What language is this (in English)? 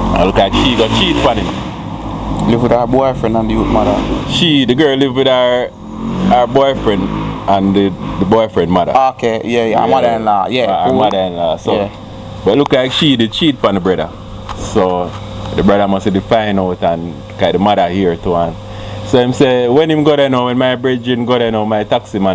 Jamaican Creole English